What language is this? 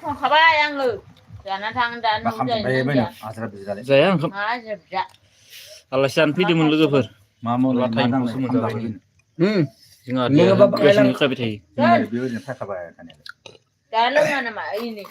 Bodo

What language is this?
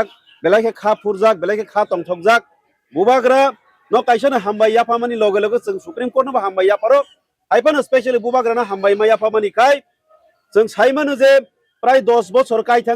Kok Borok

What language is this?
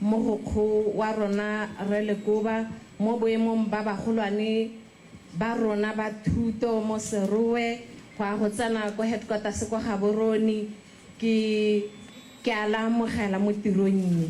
Tswana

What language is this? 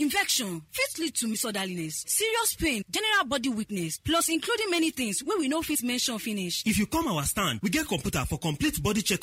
Nigerian Pidgin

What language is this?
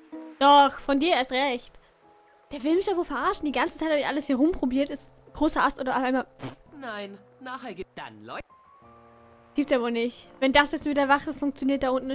German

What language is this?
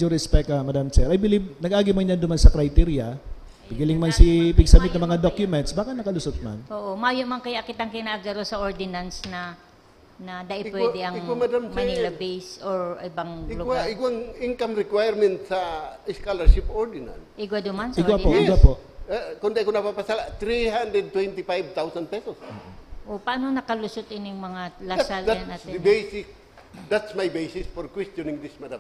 Bikol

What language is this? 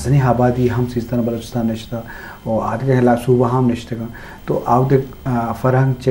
Eastern Balochi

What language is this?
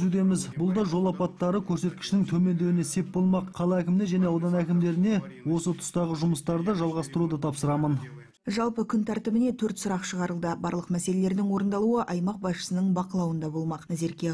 Kazakh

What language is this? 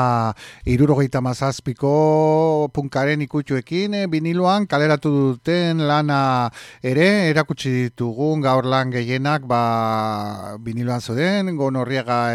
Basque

